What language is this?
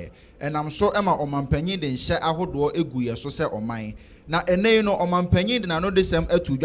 Akan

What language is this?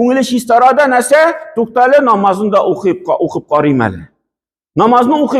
Tatar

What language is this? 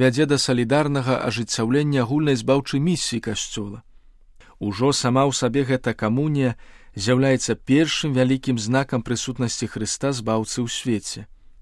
Belarusian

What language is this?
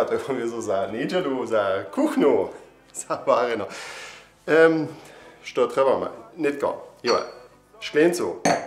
Upper Sorbian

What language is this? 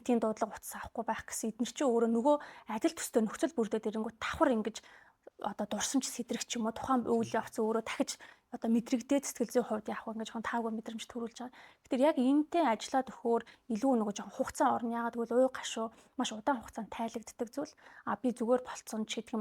Mongolian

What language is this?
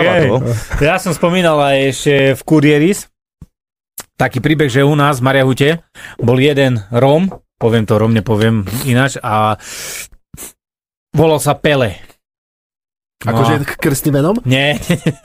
Slovak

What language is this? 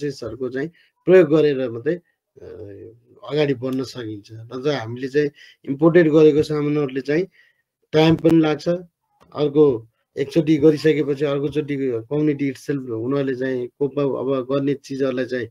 Nepali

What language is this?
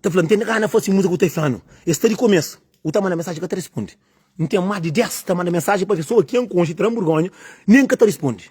Kabuverdianu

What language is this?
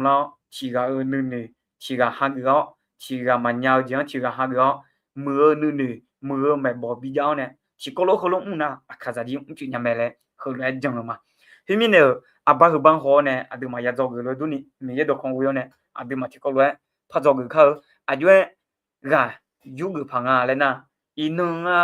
Akha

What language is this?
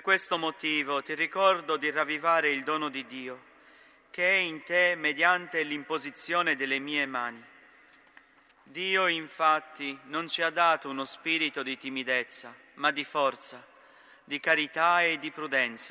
Italian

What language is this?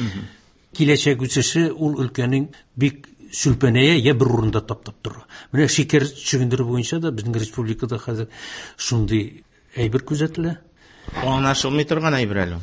Tatar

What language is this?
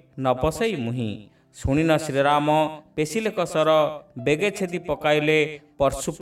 Odia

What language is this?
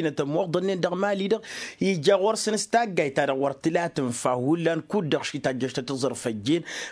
Tamasheq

